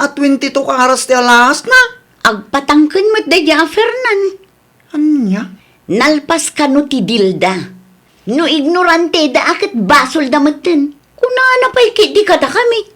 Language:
Iloko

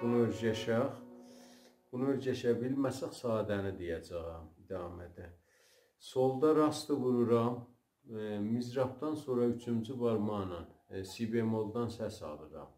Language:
South Azerbaijani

